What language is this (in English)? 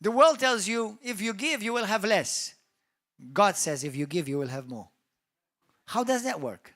English